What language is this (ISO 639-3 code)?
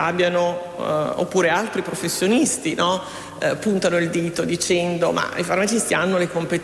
ita